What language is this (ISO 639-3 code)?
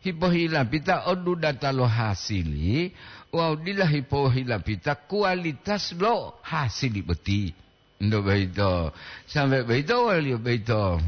gor